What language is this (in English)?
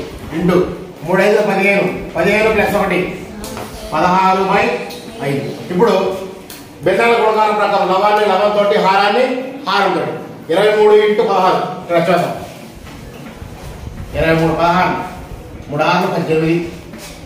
Telugu